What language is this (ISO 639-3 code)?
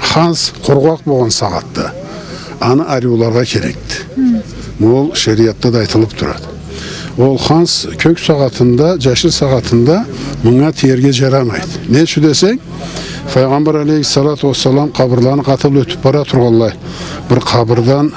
krc